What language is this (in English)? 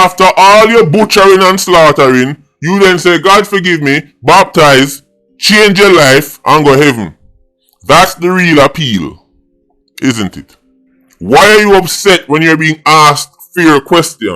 Jamaican Creole English